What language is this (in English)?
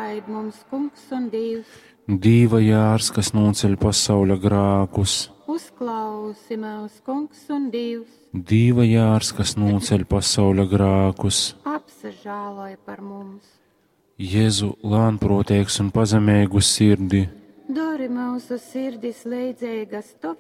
Latgalian